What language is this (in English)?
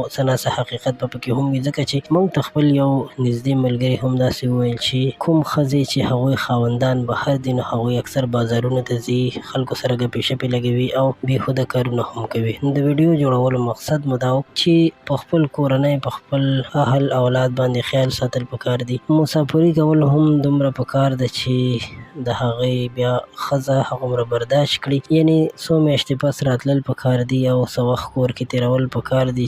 Pashto